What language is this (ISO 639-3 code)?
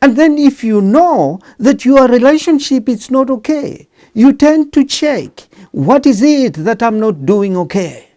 eng